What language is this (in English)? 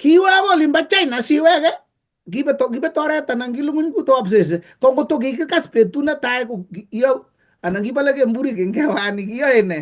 Kalenjin